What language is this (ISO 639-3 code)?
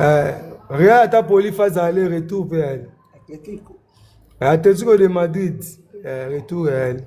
lin